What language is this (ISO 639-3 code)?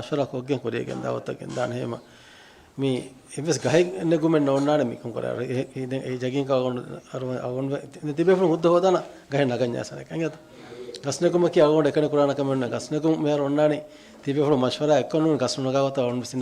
div